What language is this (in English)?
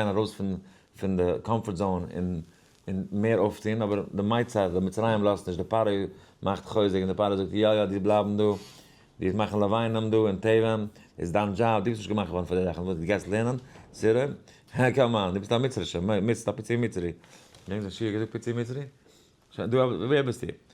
Yiddish